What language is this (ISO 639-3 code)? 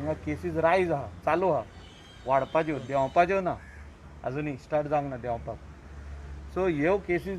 kok